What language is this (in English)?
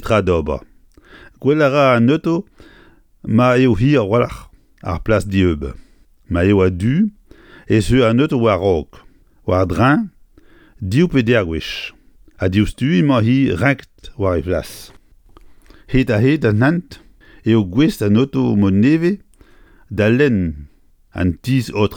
Breton